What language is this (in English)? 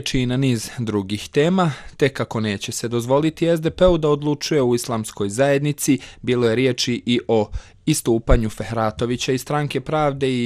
Bosnian